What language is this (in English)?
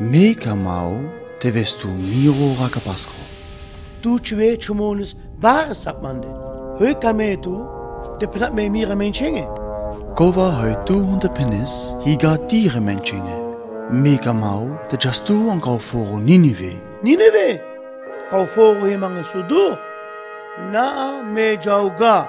Sinte Romani